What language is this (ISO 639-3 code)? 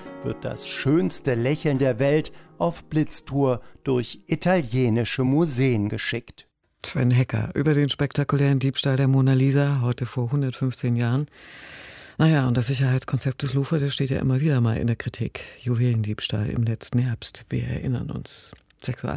deu